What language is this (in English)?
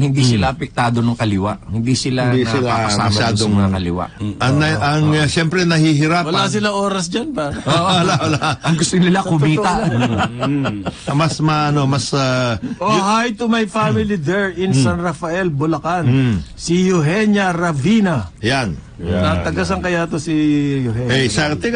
Filipino